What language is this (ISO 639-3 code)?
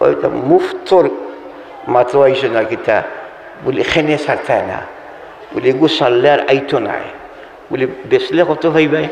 syl